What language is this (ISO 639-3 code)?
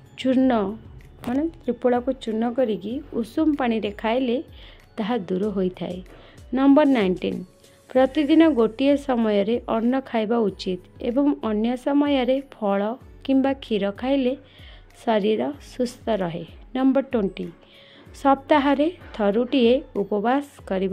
ori